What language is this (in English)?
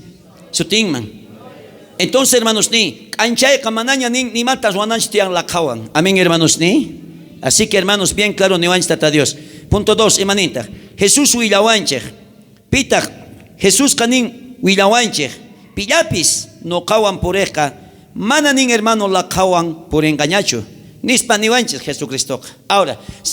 South Bolivian Quechua